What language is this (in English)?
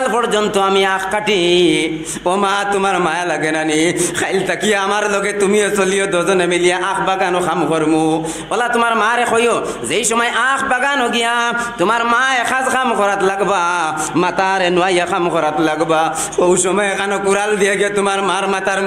Sylheti